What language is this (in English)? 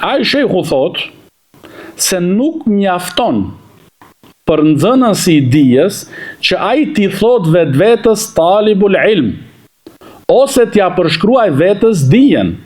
Albanian